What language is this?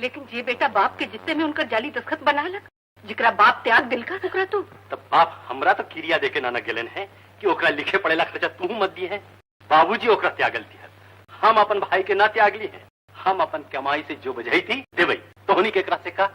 Magahi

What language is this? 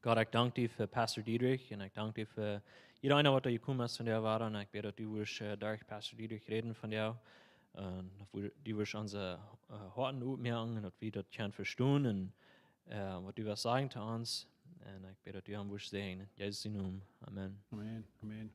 Plautdietsch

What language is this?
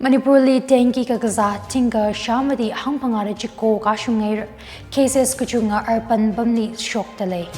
Tangkhul Naga (India)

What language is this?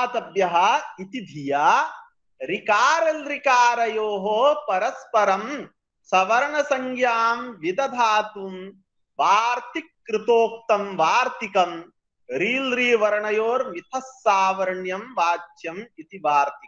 Sanskrit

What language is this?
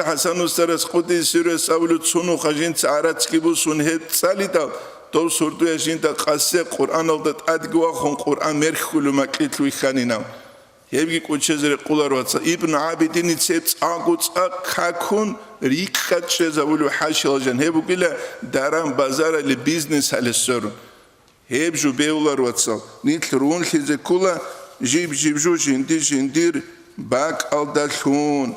Avaric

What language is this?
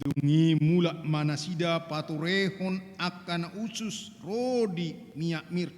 Batak Toba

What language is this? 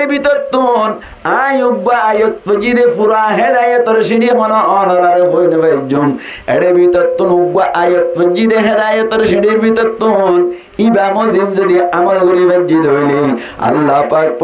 Rohingya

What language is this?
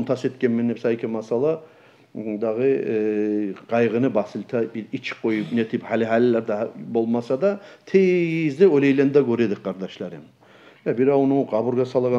Kumyk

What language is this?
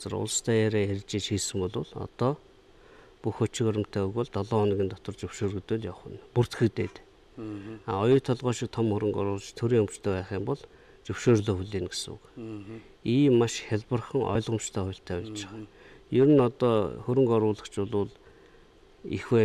Mongolian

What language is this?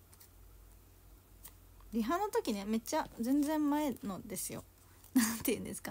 Japanese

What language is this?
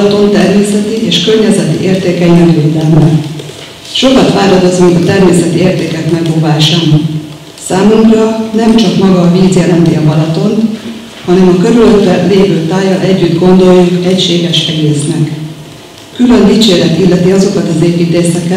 Hungarian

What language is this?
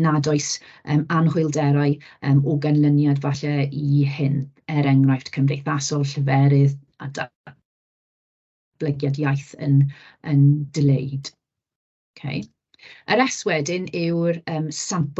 Welsh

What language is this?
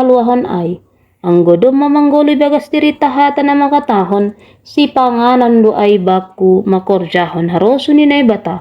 Batak Simalungun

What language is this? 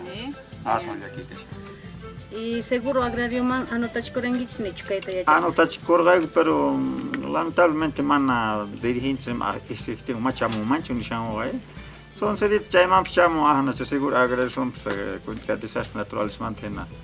South Bolivian Quechua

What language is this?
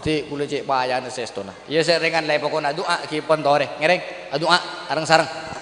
Madurese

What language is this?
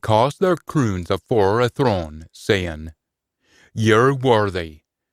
Scots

